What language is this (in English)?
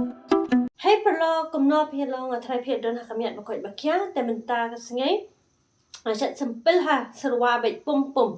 Khasi